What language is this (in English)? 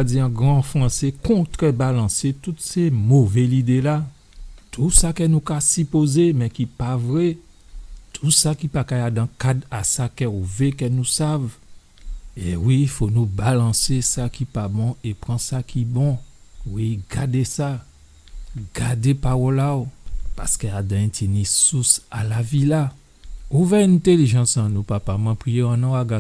Guadeloupean Creole French